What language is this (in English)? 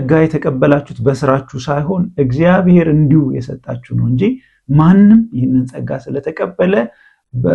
Amharic